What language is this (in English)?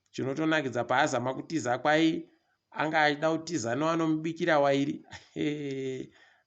Ndau